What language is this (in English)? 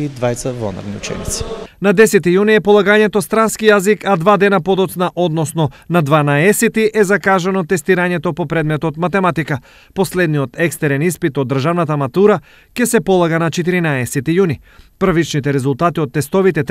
Macedonian